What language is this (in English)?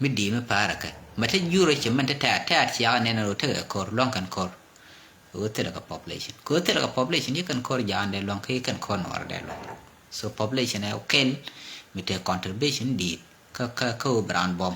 Nuer